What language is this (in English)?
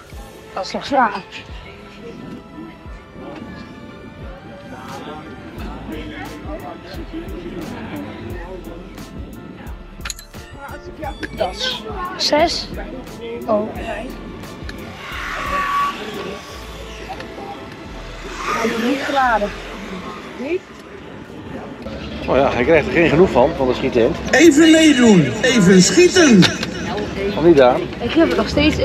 Dutch